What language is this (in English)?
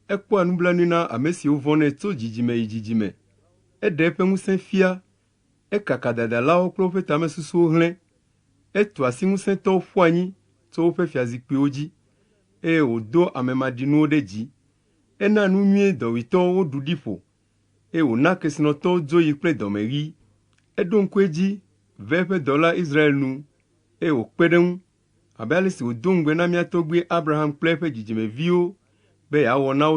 Ewe